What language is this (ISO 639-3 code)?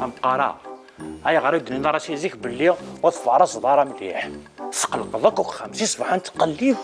kab